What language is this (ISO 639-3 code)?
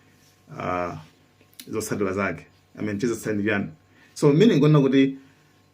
nya